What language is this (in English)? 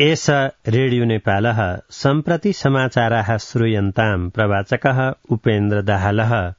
Sanskrit